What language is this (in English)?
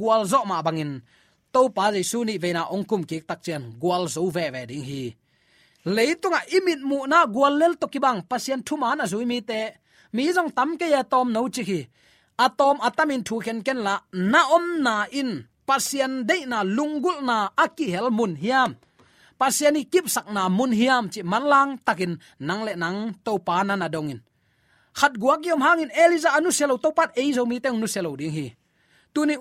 Tedim Chin